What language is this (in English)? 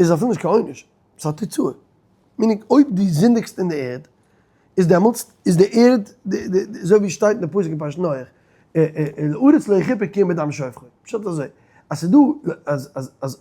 Yiddish